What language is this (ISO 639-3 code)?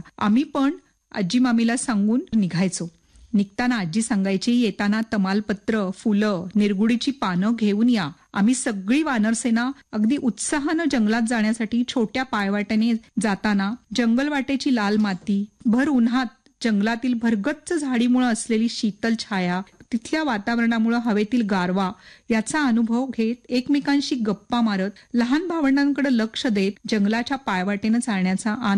mar